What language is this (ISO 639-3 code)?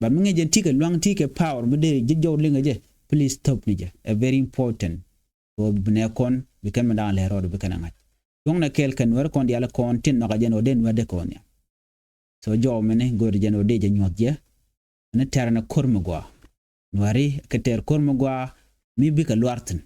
nus